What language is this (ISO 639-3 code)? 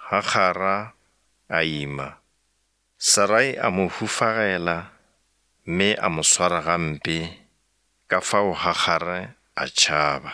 nso